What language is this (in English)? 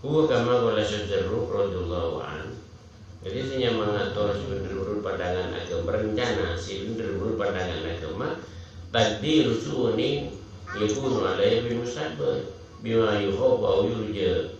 Madurese